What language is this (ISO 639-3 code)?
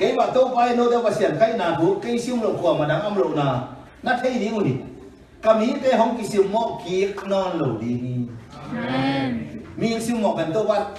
ctd